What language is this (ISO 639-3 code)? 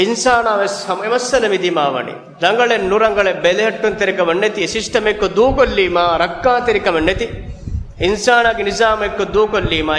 div